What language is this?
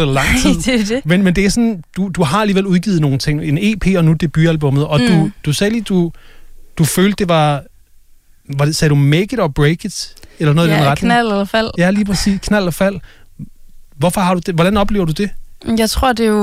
Danish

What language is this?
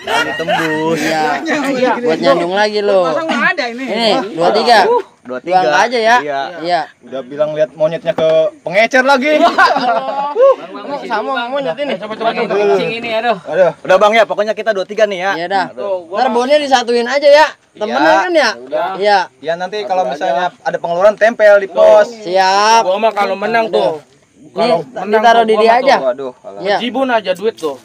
Betawi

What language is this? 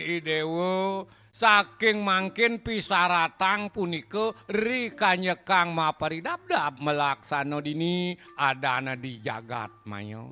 Balinese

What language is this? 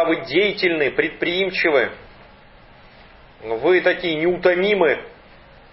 Russian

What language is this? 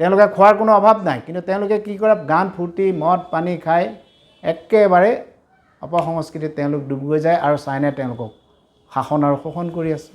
Assamese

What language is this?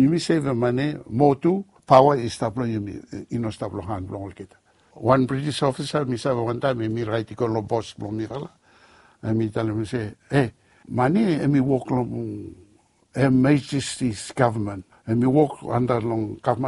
Bislama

